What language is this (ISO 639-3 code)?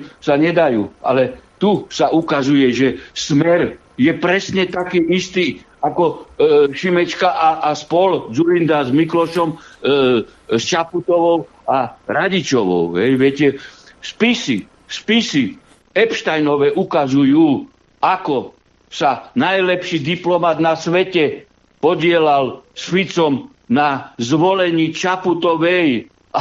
slk